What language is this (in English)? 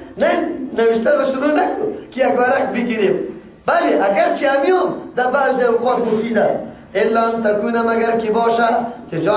Persian